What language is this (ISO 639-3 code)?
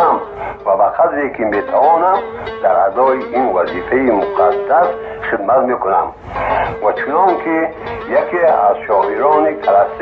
tgk